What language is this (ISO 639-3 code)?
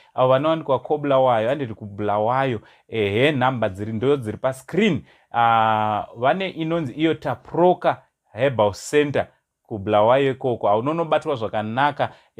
sna